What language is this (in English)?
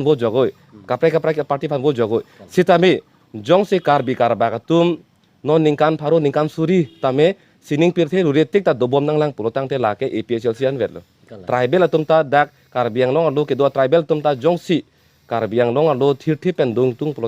Karbi